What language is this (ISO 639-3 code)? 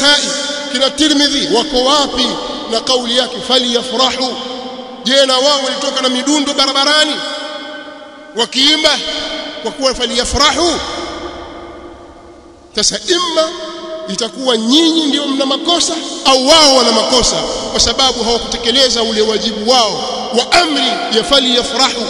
swa